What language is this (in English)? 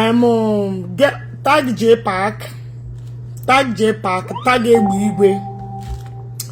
Igbo